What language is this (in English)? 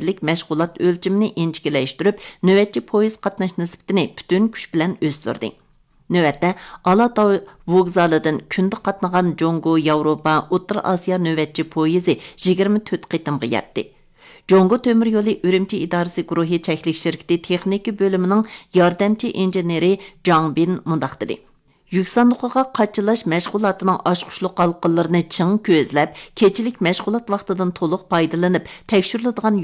Uyghur